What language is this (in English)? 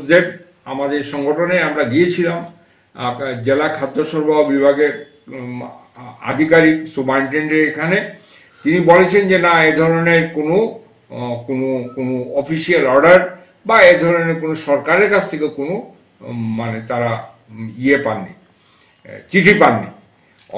Bangla